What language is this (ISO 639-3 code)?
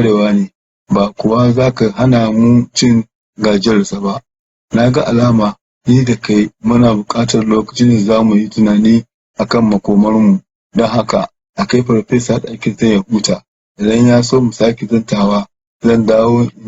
hau